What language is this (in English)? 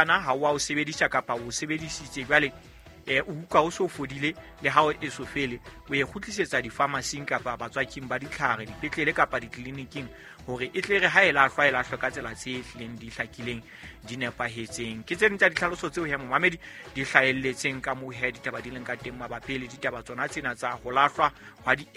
Southern Sotho